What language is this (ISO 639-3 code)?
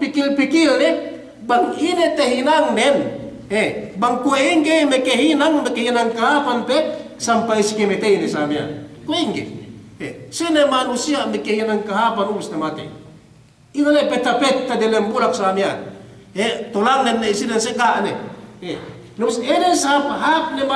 yka